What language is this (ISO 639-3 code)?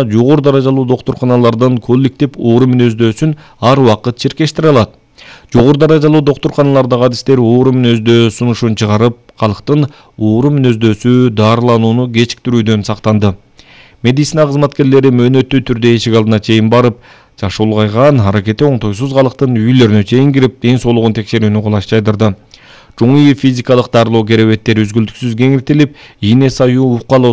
kir